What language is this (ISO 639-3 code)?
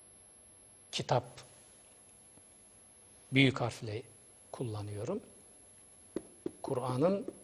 tur